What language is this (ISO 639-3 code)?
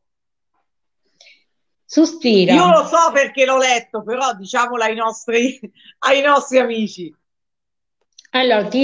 ita